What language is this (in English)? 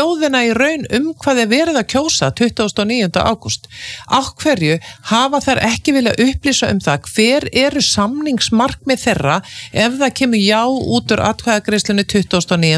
Icelandic